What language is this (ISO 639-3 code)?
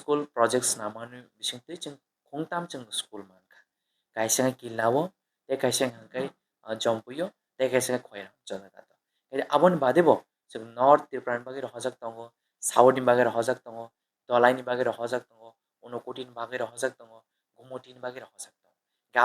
trp